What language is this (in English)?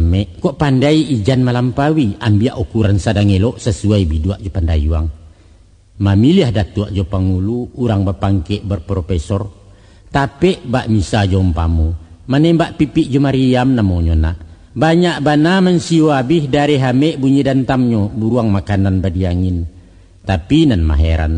Minangkabau